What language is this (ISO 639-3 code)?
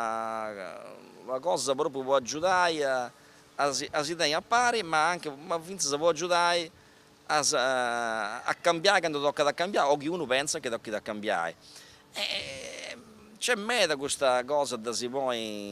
srd